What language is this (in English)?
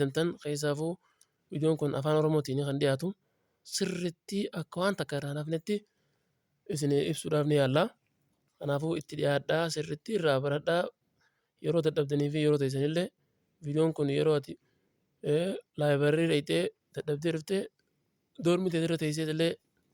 Oromo